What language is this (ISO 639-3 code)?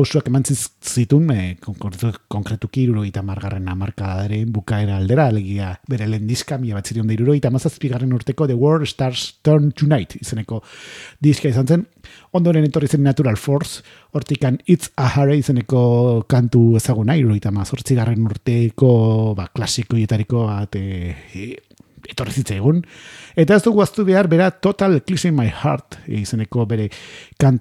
eus